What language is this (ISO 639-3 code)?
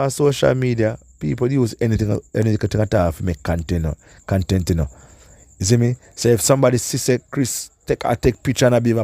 jam